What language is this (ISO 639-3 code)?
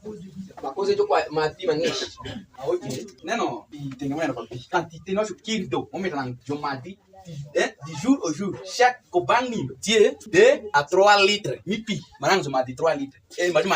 alz